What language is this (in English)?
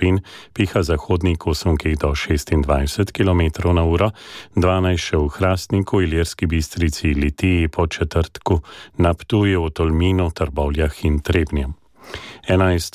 Slovenian